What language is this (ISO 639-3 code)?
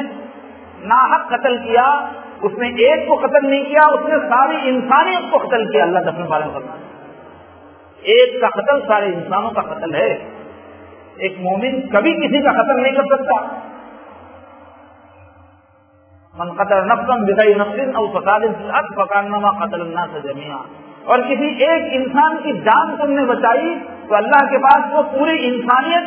urd